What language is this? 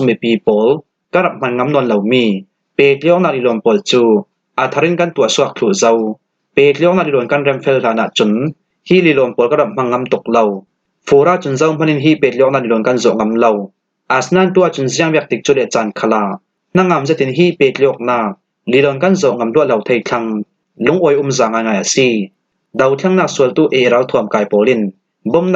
Falam Chin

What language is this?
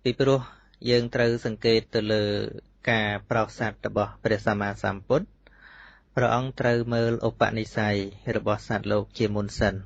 Khmer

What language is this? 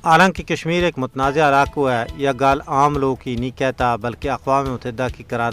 Gujari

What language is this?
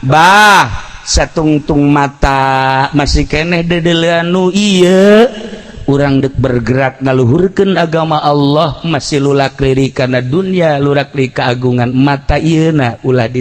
Sundanese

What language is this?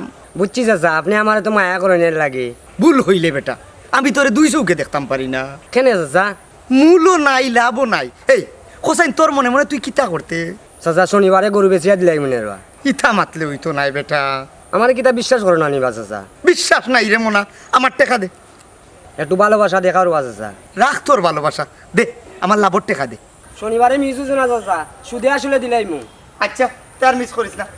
Sylheti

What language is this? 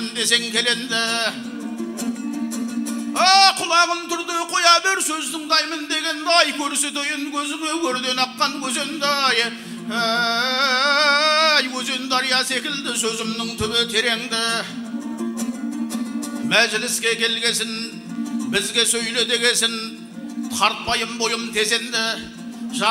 Kazakh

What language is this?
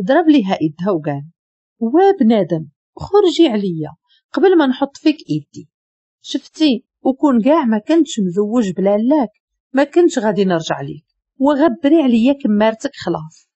Moroccan Arabic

